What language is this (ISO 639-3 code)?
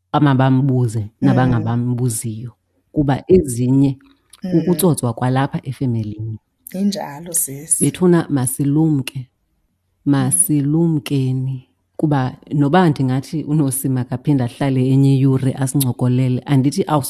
xho